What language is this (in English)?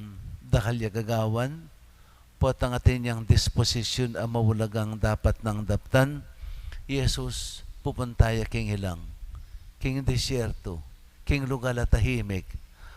Pampanga